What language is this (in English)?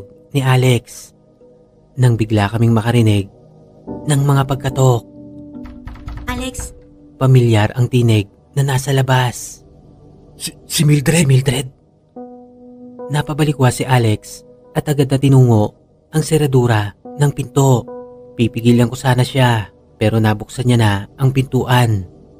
Filipino